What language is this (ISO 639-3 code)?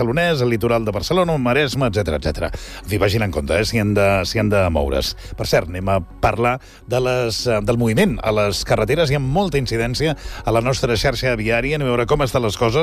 cat